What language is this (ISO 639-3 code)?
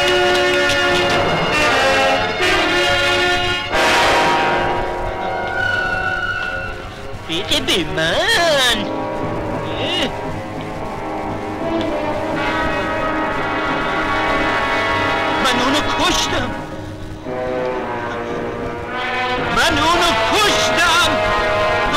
fas